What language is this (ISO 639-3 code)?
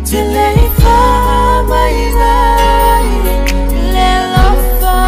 smo